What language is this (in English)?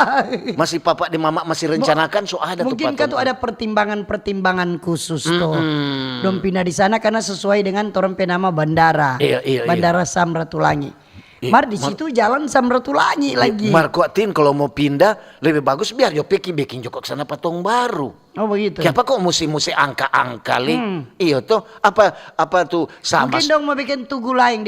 Manado Malay